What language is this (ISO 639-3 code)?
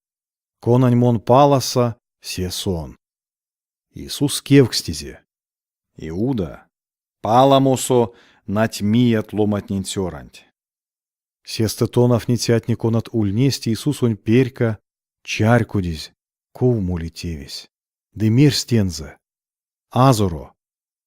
myv